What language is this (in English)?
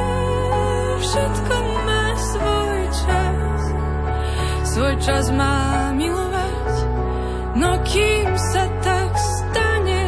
Slovak